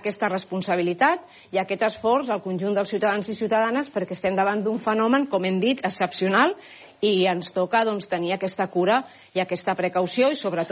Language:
Catalan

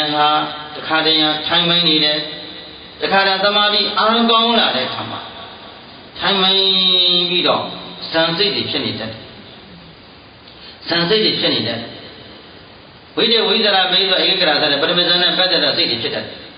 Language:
Burmese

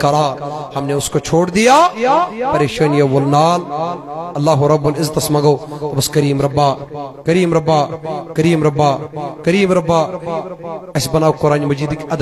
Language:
Kashmiri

